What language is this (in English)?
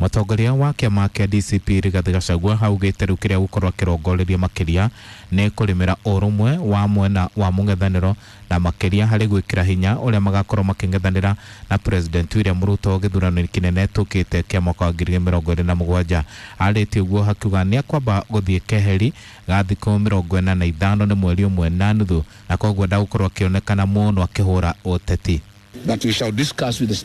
Kikuyu